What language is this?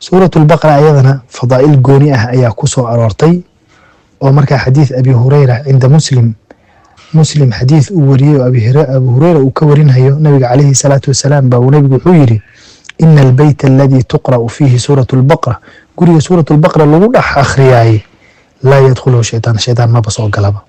Somali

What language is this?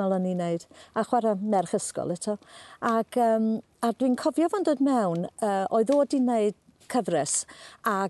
Welsh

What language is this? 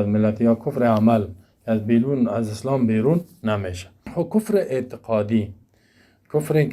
Persian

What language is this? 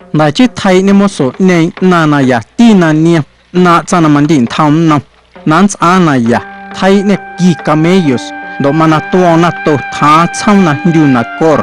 Guerrero Amuzgo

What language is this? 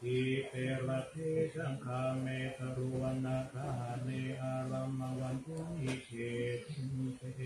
Pali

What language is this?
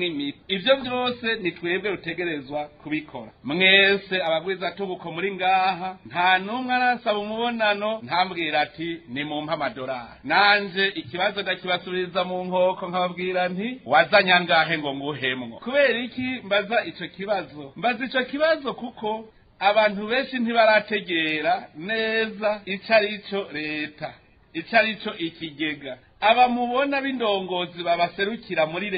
Rundi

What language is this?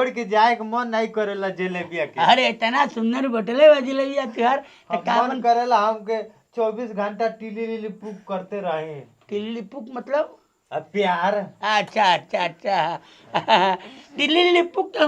Bhojpuri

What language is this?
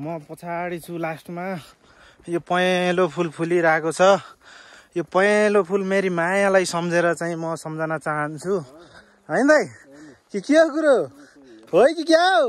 Nepali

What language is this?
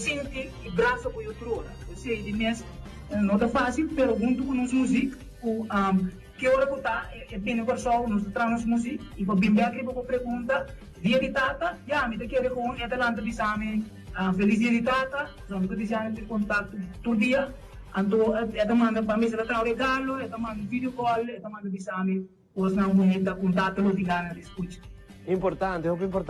Papiamento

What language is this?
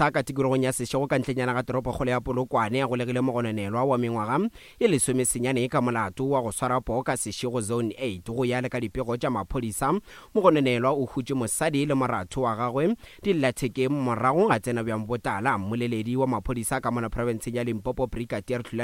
Northern Sotho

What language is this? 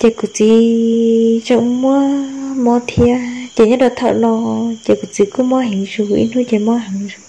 Hmong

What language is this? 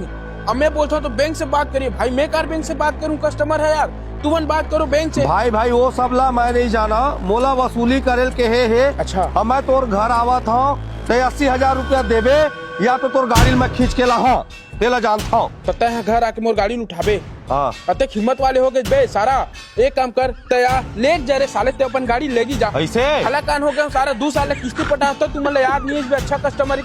Chhattisgarhi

